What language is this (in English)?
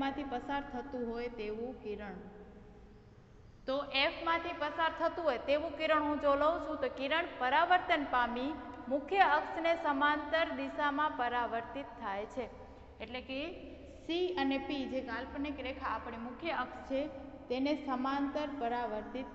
Gujarati